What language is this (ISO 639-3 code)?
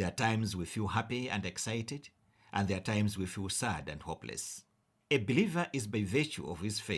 eng